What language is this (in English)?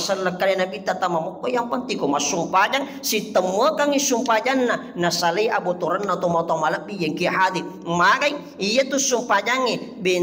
Buginese